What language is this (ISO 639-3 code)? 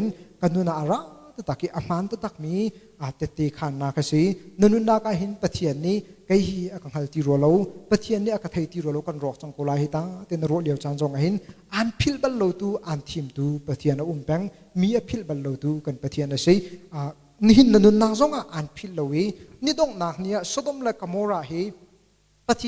cnh